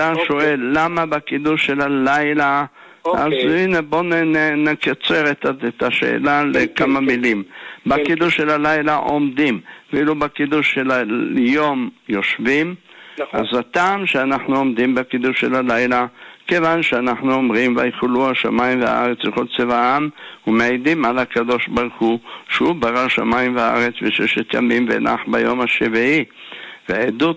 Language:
Hebrew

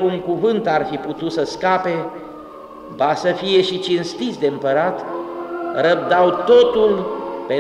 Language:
Romanian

